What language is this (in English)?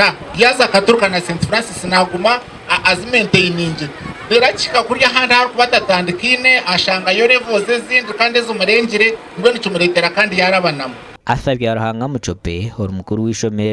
Nyankole